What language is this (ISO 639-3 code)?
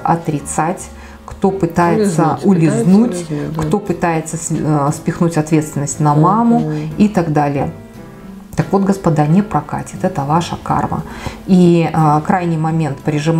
rus